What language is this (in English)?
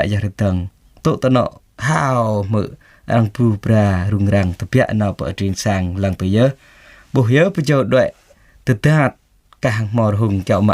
Jarai